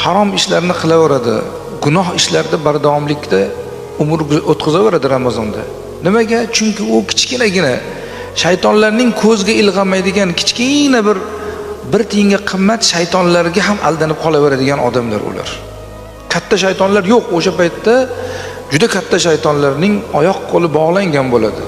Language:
Uzbek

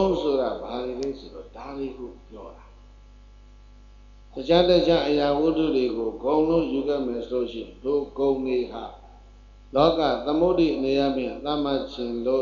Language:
Burmese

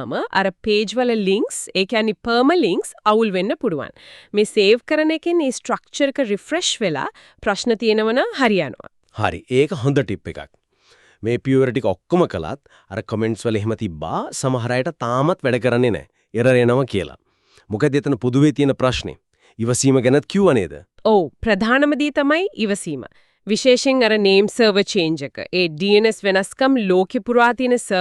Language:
Sinhala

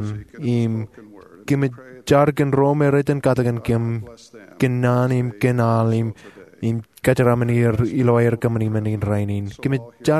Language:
Marshallese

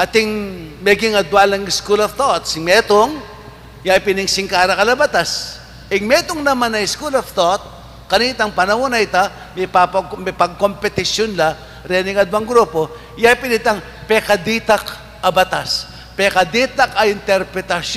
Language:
Pampanga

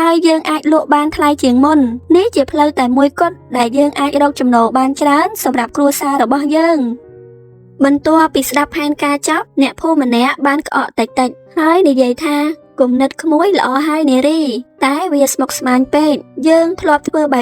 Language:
Khmer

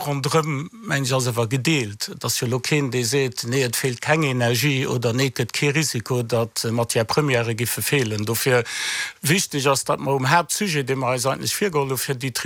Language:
Luxembourgish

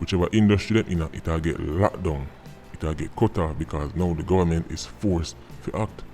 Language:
Jamaican Creole English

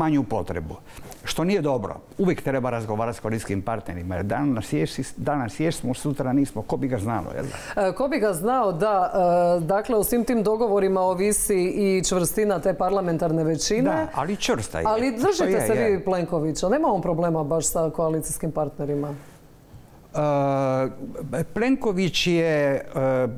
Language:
Croatian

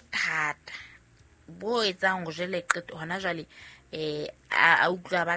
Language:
Southern Sotho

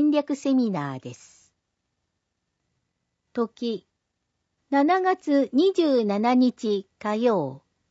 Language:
Japanese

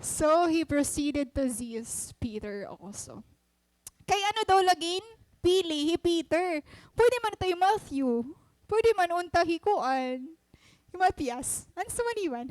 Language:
Waray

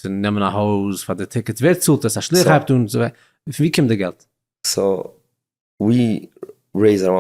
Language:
Yiddish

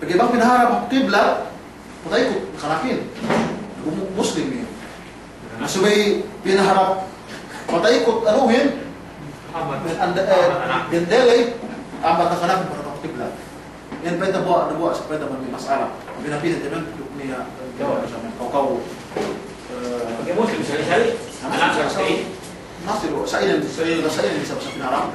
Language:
Yakan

